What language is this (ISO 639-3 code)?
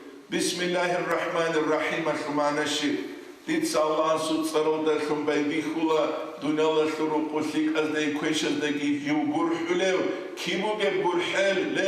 ava